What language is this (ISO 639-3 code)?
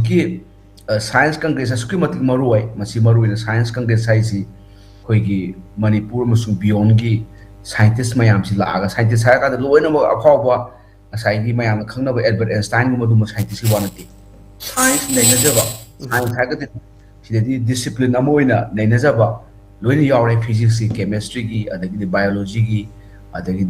mni